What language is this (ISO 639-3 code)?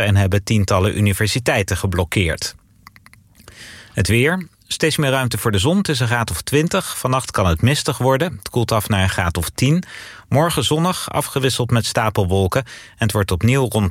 nld